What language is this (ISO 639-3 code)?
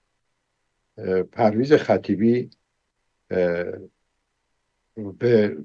fas